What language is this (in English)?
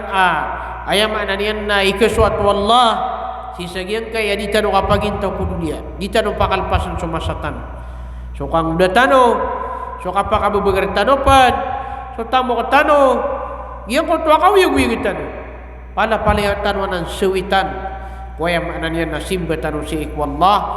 Maranao